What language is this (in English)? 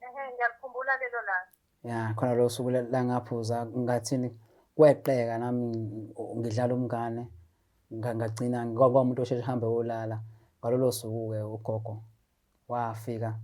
Zulu